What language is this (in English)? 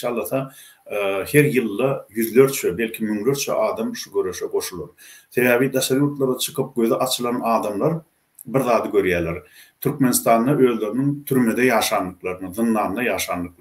Turkmen